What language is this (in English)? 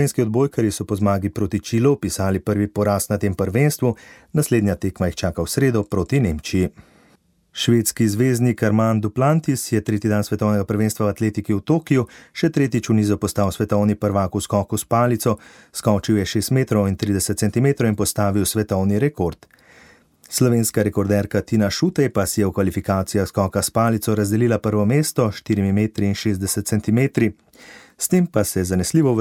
Slovenian